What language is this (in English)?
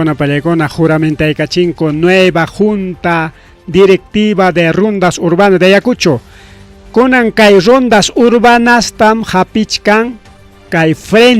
Ayacucho Quechua